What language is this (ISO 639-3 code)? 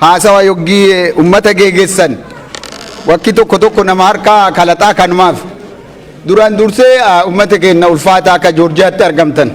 orm